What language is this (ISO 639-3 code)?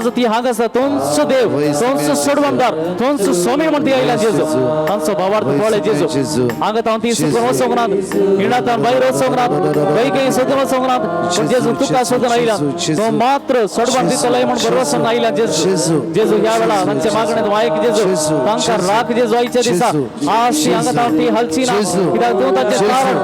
kok